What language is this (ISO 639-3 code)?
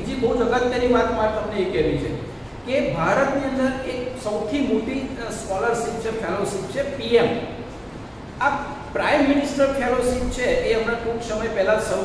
guj